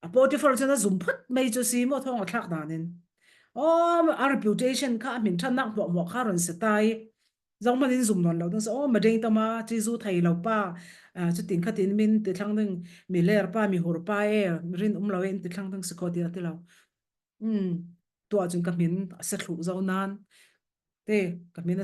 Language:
Falam Chin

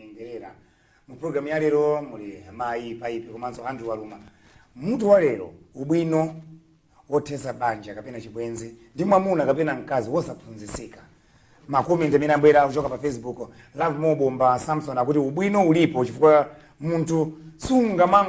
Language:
Nyanja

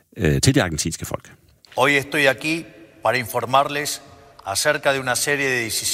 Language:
Danish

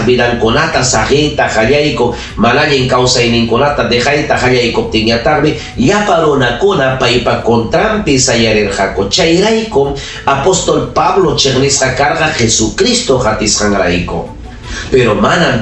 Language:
Ayacucho Quechua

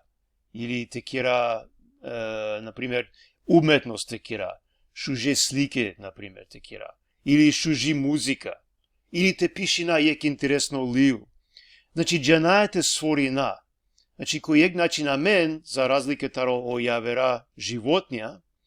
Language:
Balkan Romani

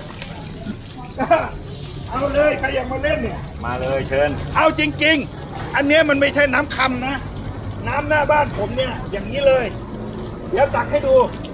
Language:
Thai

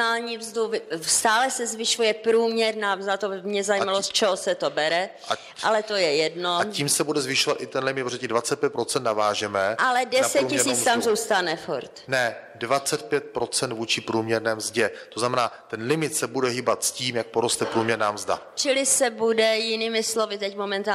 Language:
Czech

